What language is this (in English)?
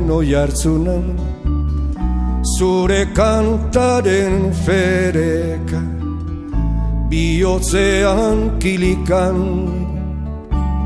Basque